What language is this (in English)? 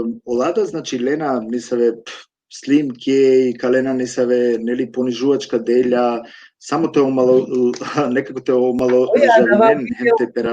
Balkan Romani